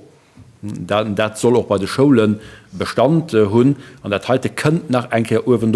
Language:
Luxembourgish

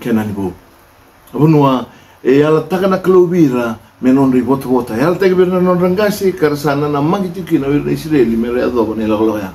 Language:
Fijian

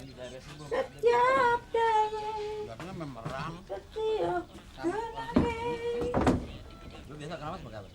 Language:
Betawi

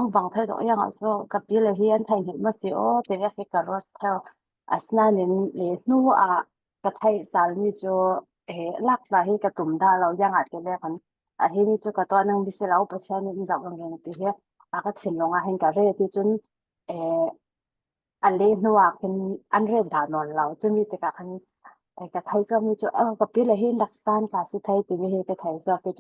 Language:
Falam Chin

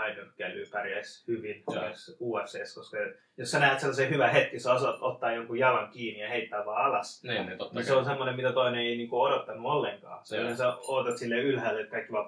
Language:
Finnish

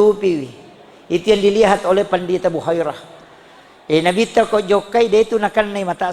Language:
Buginese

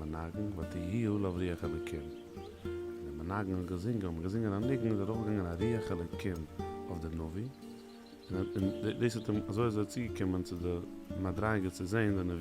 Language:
Yiddish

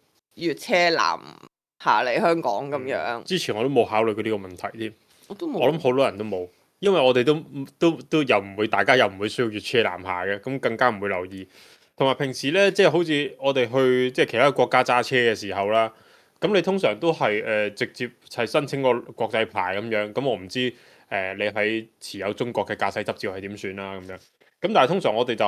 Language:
Cantonese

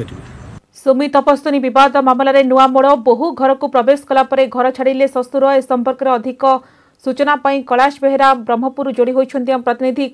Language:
Odia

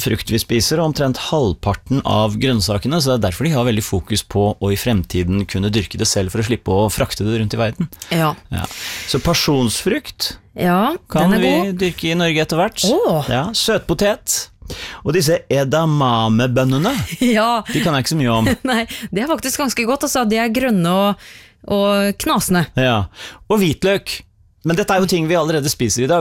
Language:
Norwegian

